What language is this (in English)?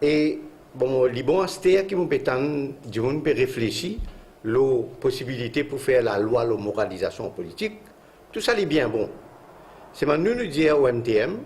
Morisyen